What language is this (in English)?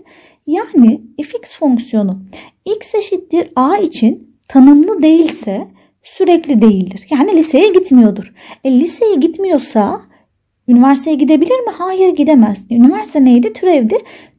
Turkish